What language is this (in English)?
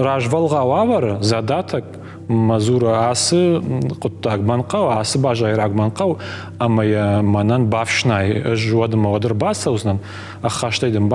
Ossetic